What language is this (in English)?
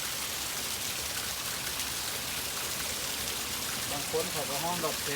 Lao